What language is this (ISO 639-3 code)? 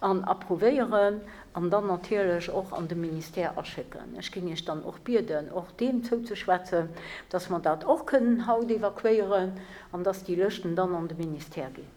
ltz